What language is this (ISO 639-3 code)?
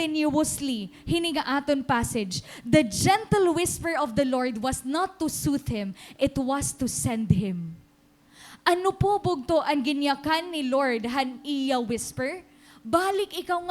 war